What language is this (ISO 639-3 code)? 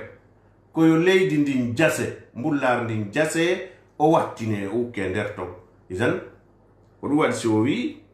ful